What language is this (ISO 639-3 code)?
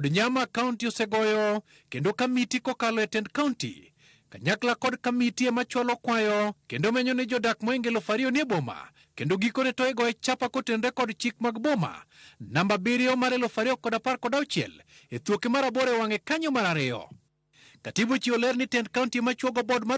luo